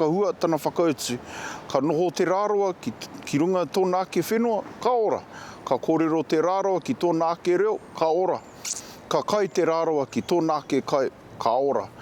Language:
Māori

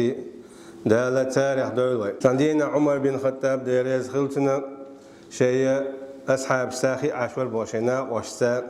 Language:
Chechen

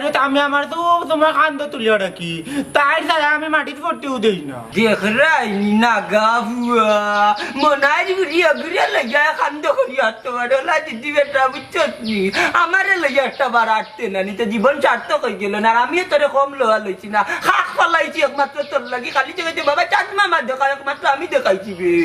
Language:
Sylheti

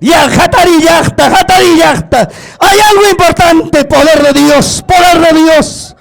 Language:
Ayacucho Quechua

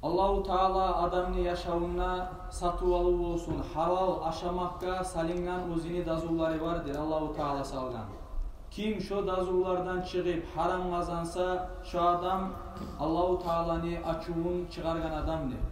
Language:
Kumyk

